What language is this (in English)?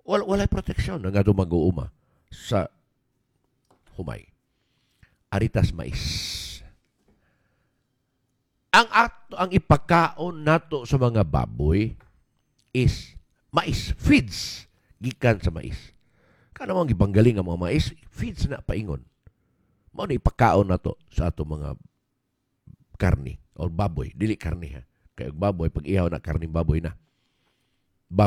Cebuano